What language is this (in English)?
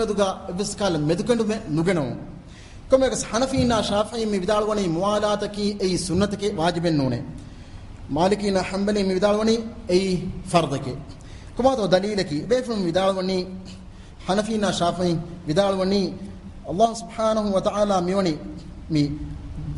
Divehi